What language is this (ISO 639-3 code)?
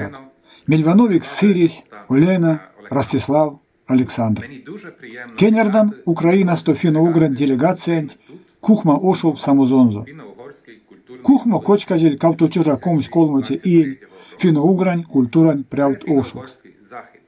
myv